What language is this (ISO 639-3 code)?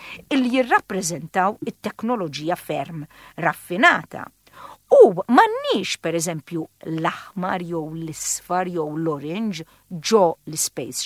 mlt